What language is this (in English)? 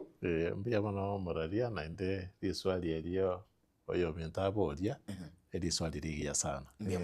Gusii